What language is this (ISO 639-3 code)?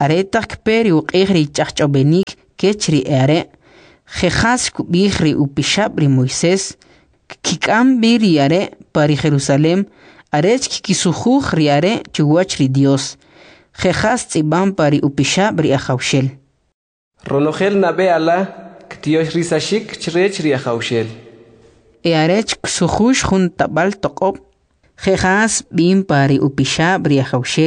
quc